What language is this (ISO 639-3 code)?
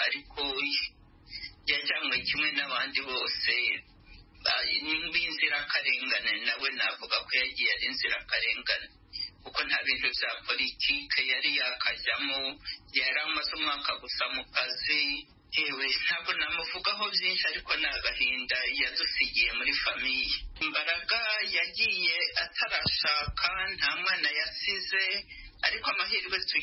kin